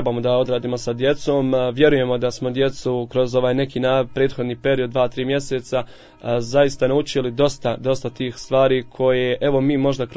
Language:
Bosnian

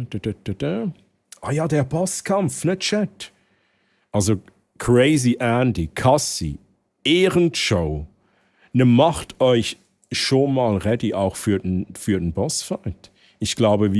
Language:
Swiss German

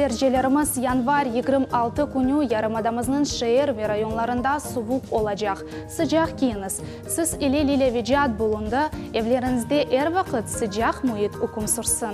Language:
Crimean Tatar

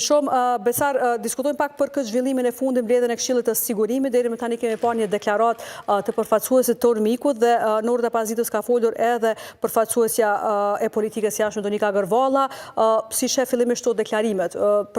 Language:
Albanian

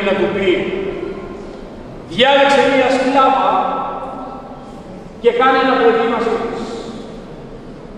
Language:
Greek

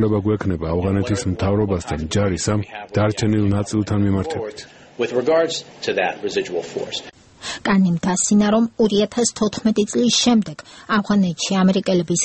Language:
Georgian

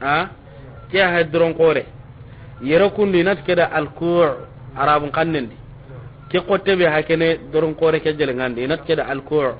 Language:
Soninke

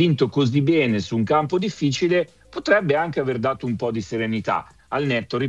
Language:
Italian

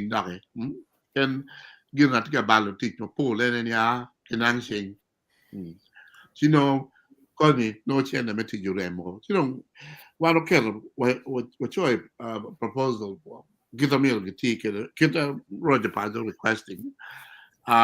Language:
Acoli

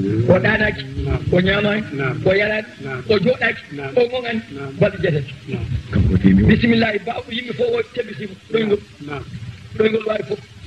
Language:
Fula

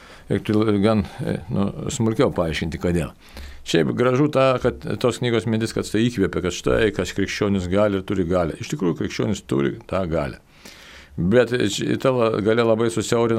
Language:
Lithuanian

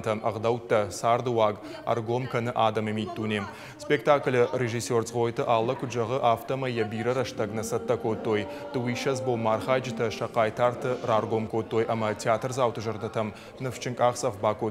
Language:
Ossetic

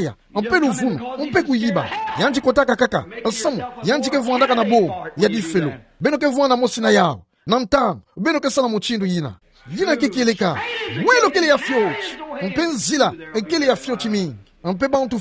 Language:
Kituba (Democratic Republic of Congo)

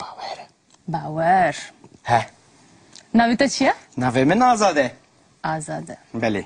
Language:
Kurdish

